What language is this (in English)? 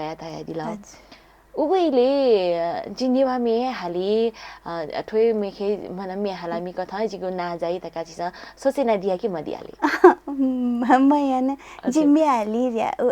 Newari